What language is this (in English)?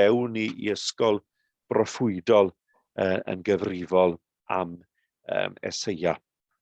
Welsh